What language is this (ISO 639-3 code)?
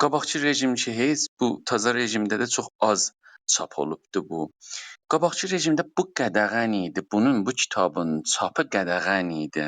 azb